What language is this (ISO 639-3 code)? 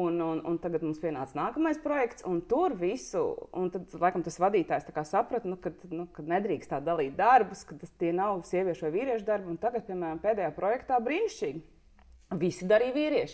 lav